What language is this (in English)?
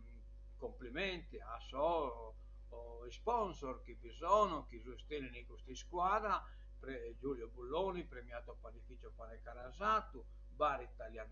Sardinian